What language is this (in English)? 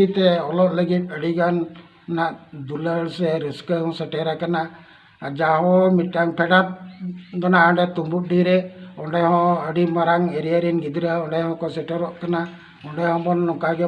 Santali